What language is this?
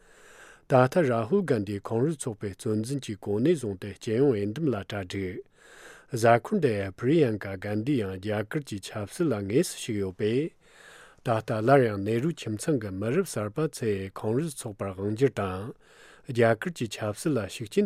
Tibetan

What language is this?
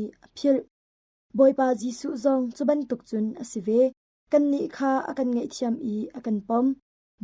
Hakha Chin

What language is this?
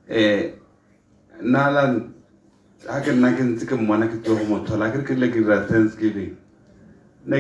Tswana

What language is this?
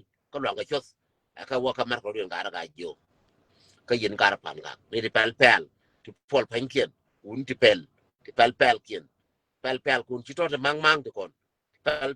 Nuer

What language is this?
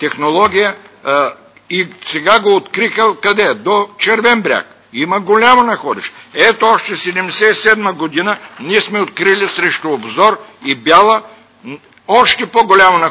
Bulgarian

